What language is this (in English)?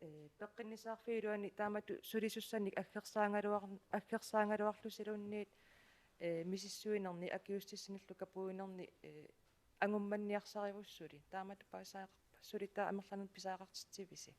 Kalaallisut